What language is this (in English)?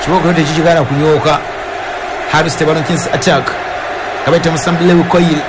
Ganda